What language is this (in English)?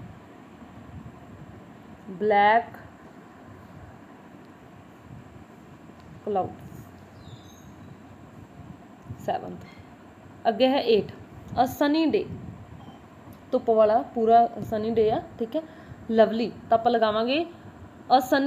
Punjabi